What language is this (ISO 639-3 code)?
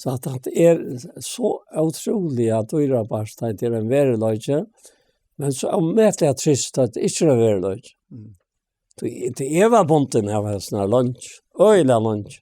fao